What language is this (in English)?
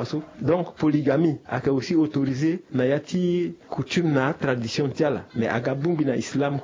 Sango